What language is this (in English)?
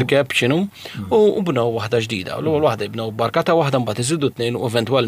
Maltese